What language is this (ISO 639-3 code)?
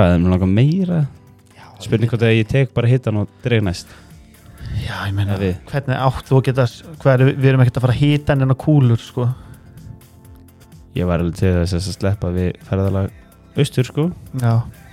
isl